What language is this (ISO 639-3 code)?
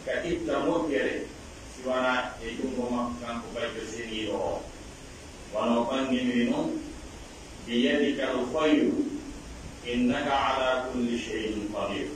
fuf